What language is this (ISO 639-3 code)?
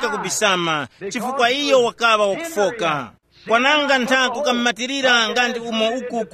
tum